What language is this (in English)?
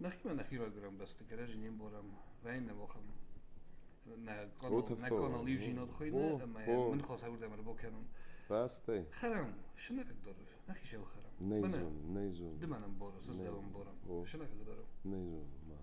Ossetic